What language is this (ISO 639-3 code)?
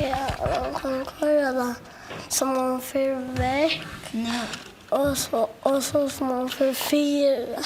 fao